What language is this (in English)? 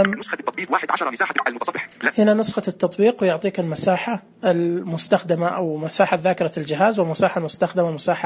Najdi Arabic